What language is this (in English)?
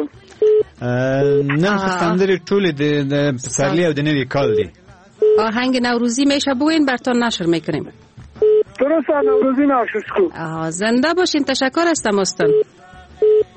Persian